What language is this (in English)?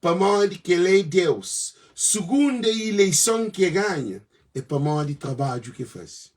Kabuverdianu